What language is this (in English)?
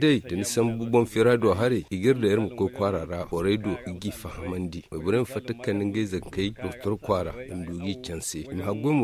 Zarma